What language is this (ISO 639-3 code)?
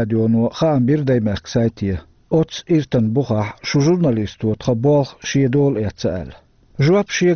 che